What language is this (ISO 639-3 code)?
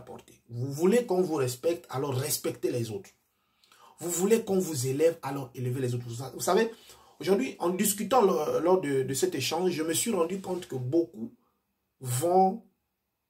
fra